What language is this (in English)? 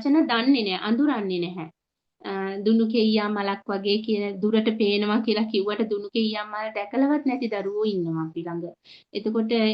Sinhala